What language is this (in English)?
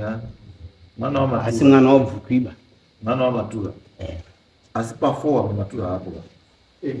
Shona